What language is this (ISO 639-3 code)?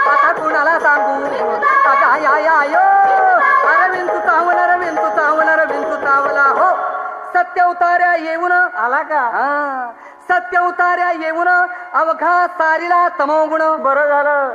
mar